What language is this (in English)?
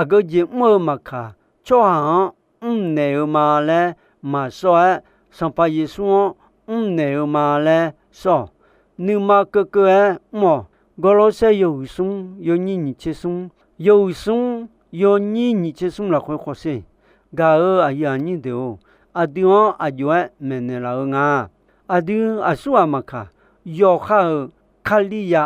Akha